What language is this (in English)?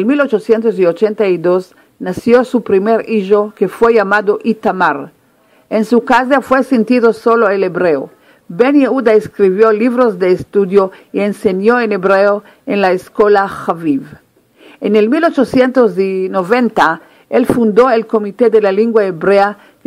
Ladino